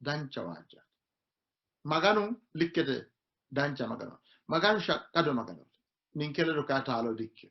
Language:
Sidamo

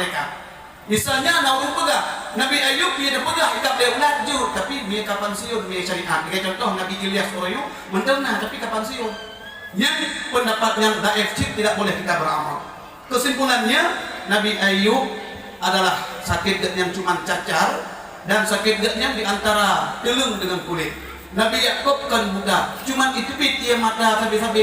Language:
Achinese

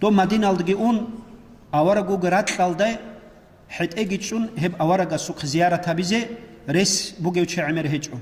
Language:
Avaric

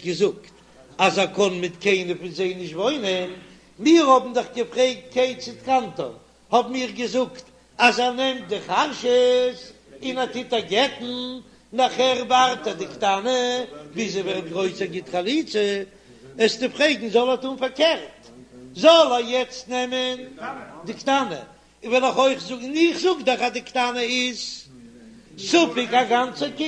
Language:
Yiddish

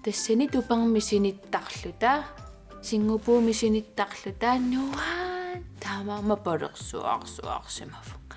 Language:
Kalaallisut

